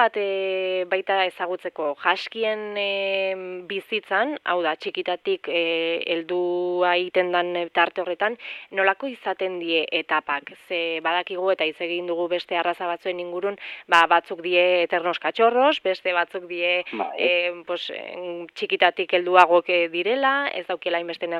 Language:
Basque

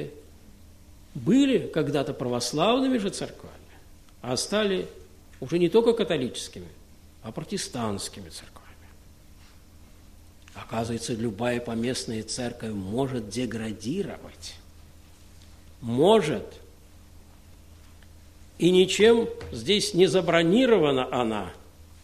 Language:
Russian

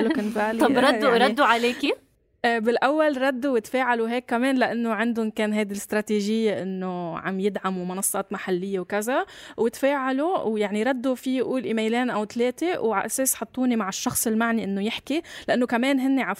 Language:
North Levantine Arabic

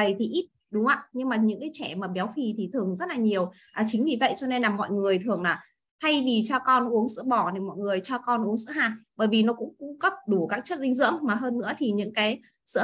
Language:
Vietnamese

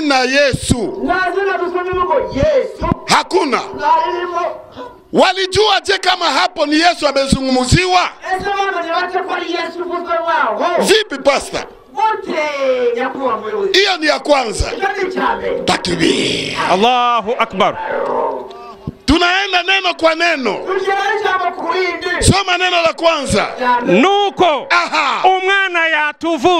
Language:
Kinyarwanda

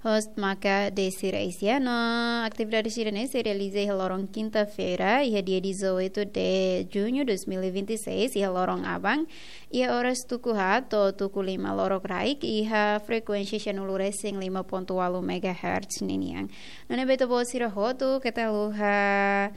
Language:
Tetum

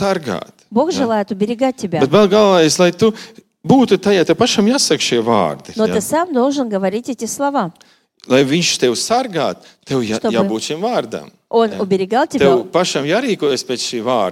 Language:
Latvian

